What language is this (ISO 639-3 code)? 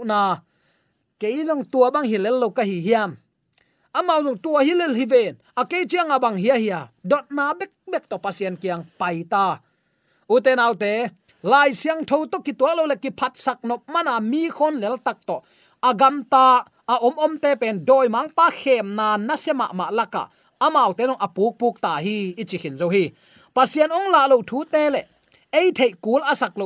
ctd